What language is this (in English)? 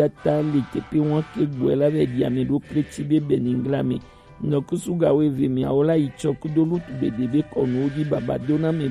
Gen